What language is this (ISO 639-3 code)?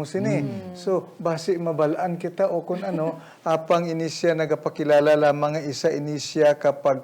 hil